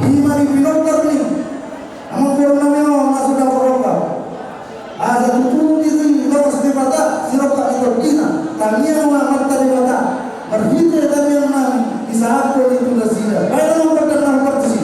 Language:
Batak Toba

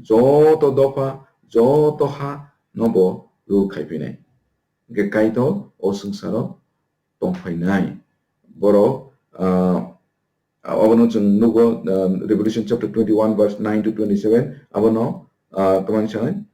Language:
Kok Borok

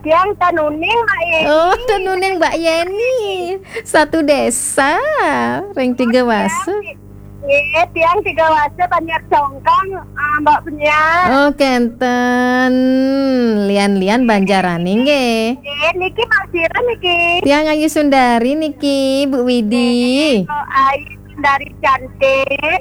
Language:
Balinese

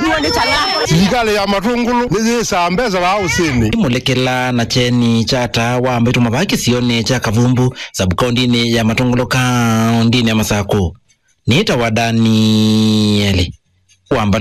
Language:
Kamba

